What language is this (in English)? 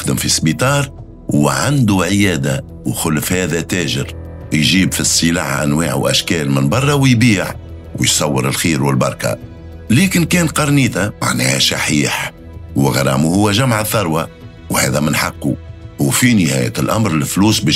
Tunisian Arabic